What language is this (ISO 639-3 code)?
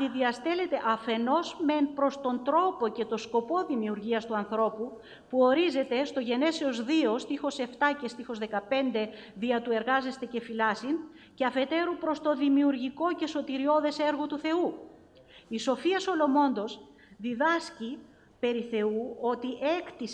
ell